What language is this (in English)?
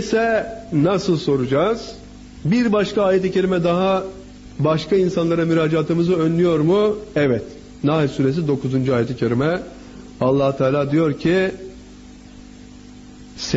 Turkish